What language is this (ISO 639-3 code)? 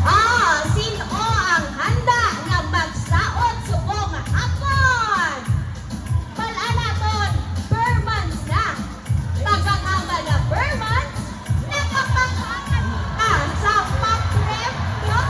hil